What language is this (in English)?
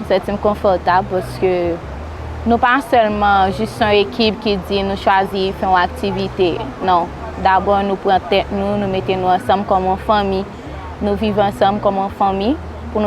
Haitian Creole